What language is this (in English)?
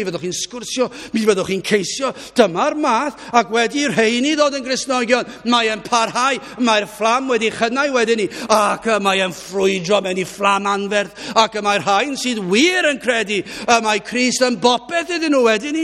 Welsh